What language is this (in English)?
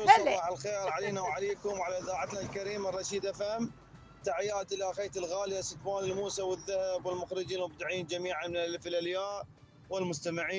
Mesopotamian Arabic